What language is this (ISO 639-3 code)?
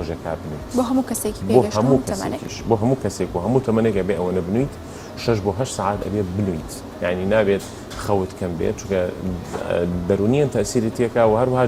ckb